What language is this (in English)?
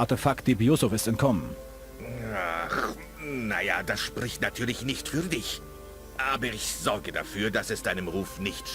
Bavarian